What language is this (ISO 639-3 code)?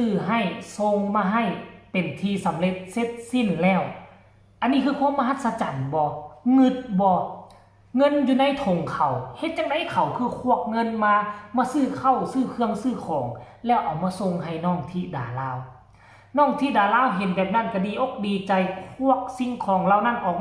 tts